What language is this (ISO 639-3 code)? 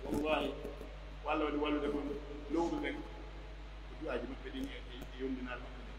fuf